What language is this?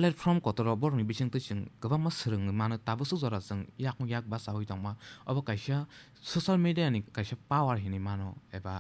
Kok Borok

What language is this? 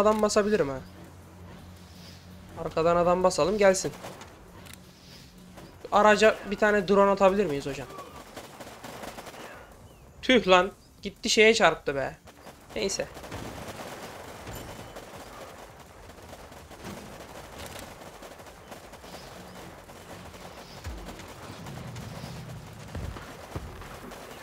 Turkish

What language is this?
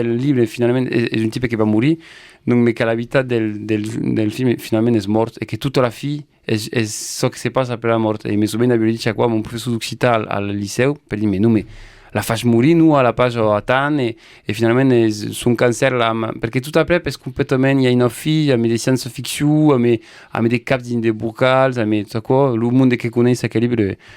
Occitan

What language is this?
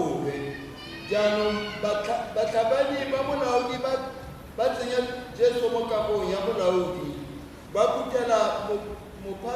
Tswana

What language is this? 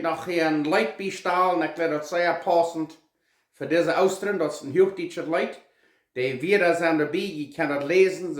Plautdietsch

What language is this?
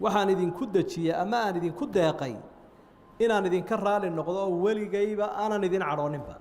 Somali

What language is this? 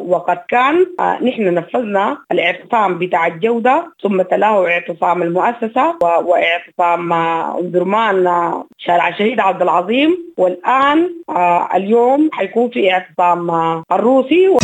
Sudanese Arabic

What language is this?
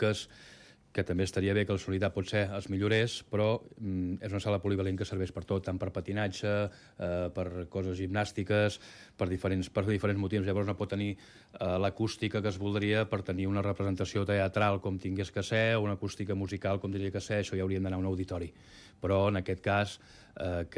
Catalan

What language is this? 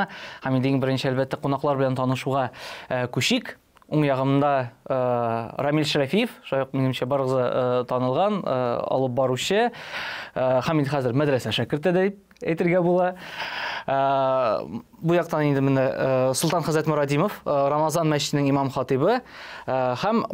Tatar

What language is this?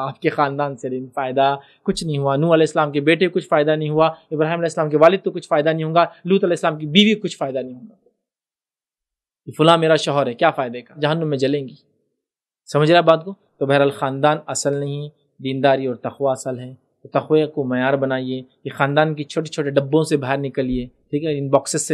Urdu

